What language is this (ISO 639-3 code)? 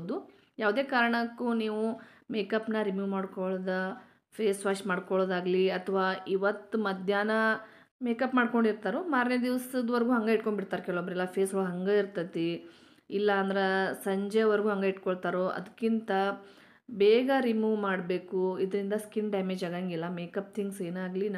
kan